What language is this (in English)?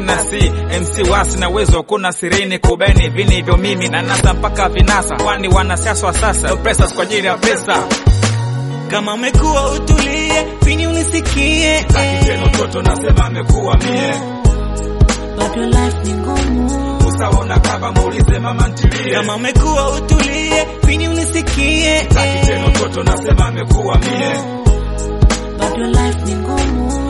Swahili